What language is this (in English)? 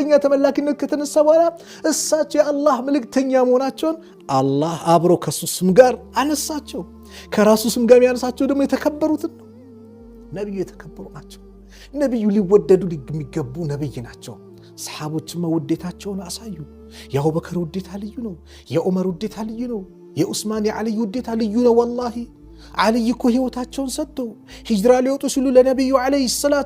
Amharic